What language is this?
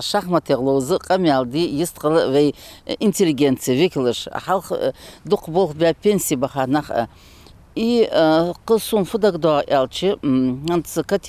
Ingush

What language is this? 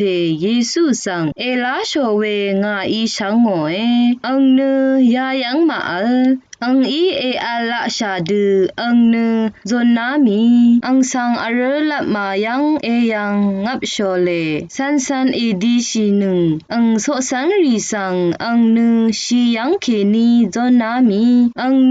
Rawang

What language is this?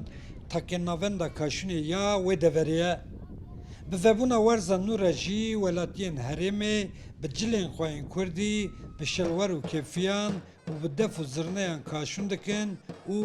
Kurdish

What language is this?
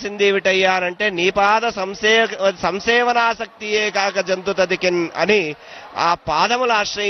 Telugu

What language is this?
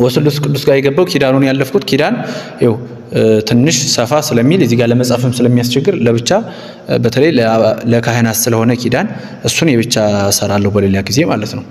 Amharic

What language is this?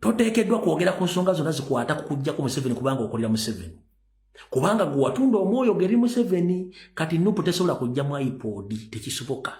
Ganda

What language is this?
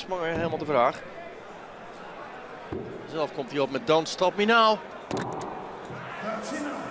Dutch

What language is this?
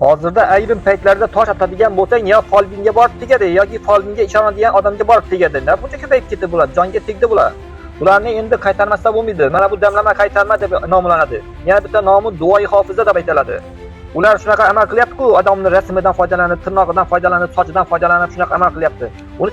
Uzbek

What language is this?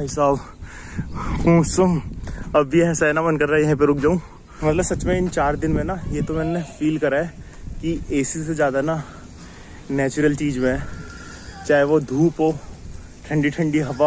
Hindi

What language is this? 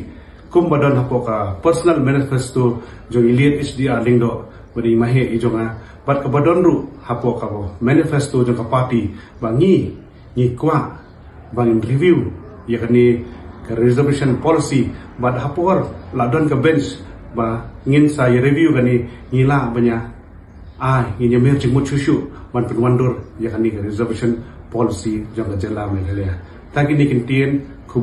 Khasi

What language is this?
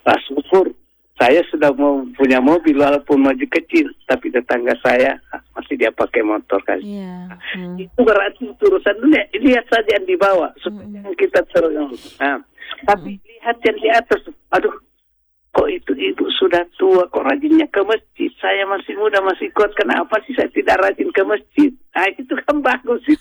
Indonesian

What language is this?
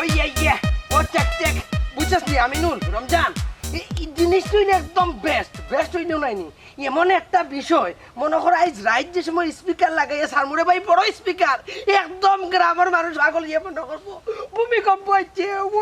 Sylheti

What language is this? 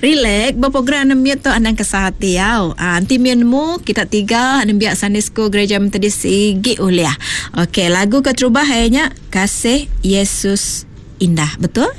Iban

